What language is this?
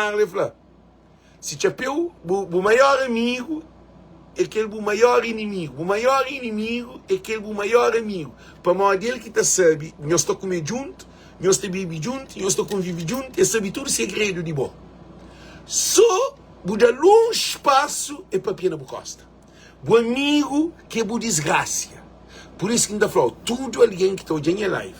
Kabuverdianu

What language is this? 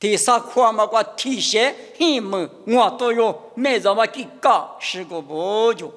Lisu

